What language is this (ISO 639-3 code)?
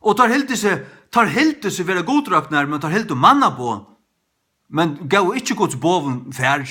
fao